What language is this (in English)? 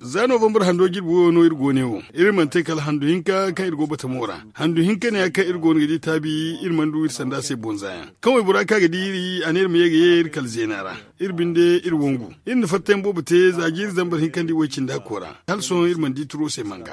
Zarma